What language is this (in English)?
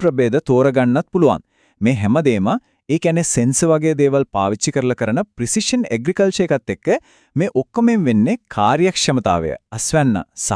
Sinhala